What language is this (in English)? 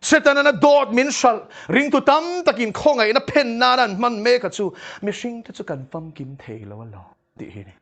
Mizo